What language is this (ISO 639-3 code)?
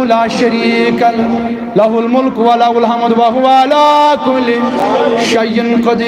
kas